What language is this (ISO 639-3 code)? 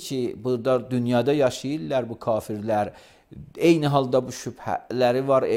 aze